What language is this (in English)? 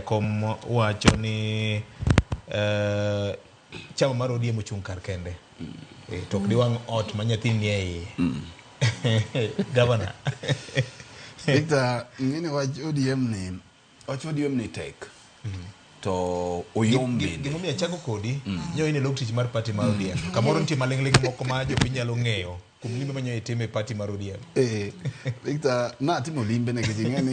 Luo (Kenya and Tanzania)